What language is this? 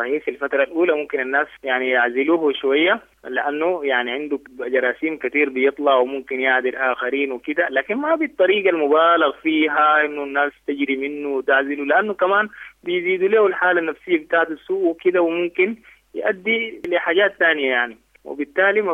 Sudanese Arabic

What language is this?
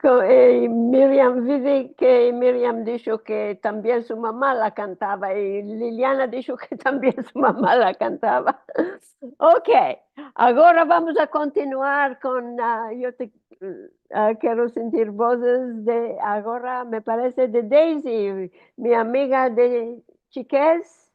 Ladino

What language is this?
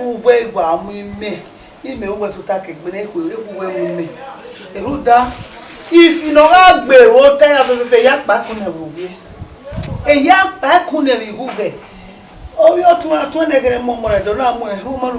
Bini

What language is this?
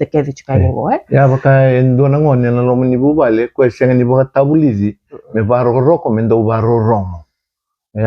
Fijian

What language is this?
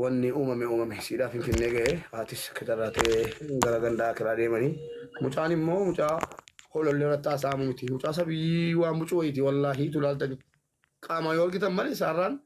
Oromo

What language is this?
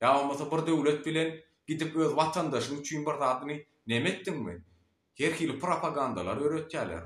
Turkmen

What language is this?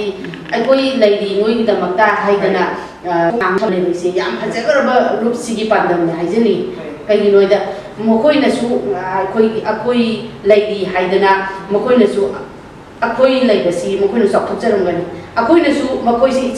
Manipuri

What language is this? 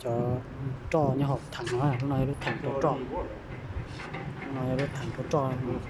Hmong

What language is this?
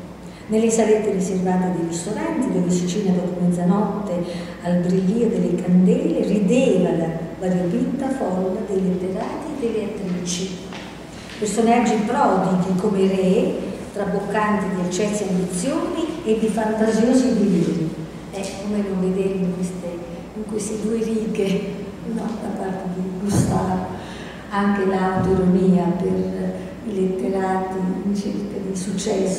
Italian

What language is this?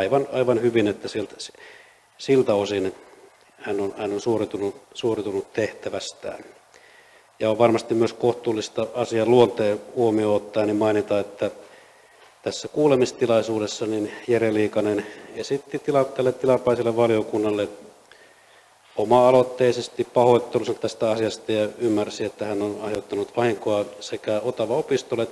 Finnish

